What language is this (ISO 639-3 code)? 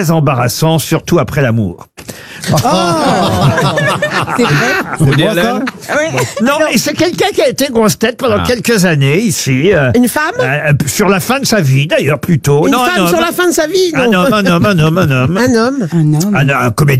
fra